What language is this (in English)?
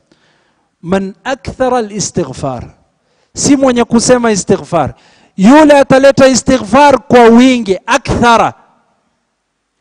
Swahili